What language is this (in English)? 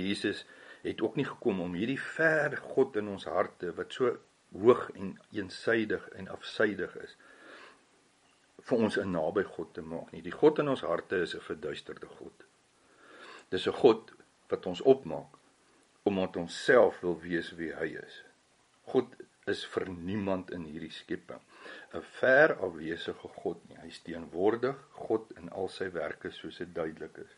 Afrikaans